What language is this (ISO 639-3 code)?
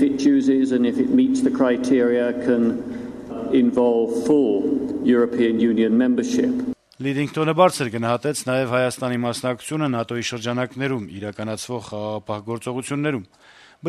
hye